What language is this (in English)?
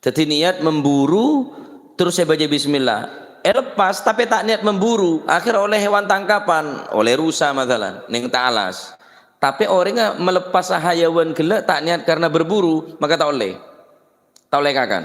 Madurese